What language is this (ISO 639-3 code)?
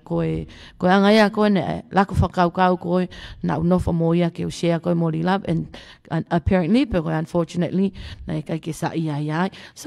ton